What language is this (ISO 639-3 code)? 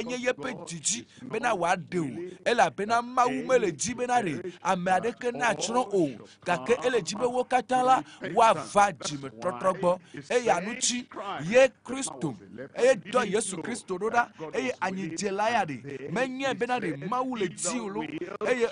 ewe